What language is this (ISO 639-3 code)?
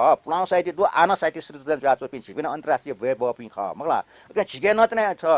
new